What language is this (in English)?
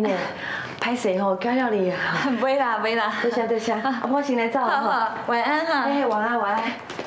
Min Nan Chinese